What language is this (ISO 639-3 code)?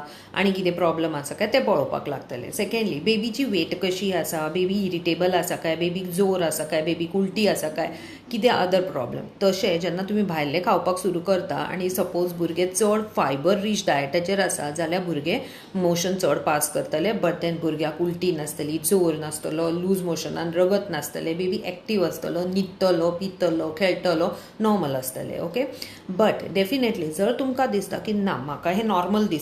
kok